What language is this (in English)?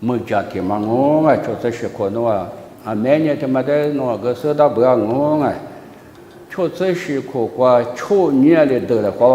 Lisu